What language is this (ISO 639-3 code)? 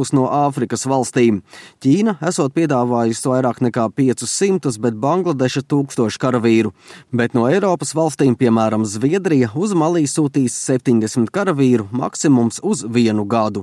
lav